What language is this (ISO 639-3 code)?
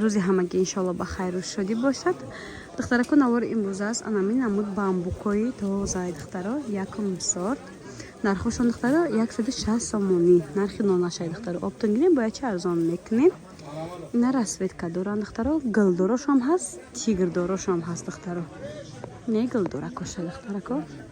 tgk